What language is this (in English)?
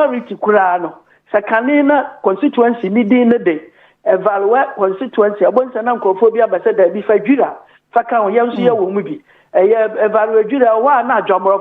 Akan